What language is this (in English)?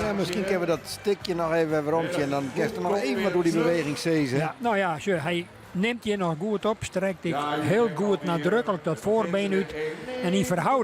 Western Frisian